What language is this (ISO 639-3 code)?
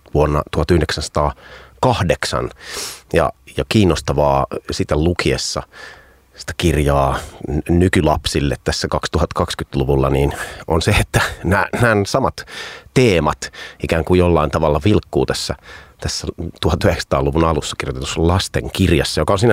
fin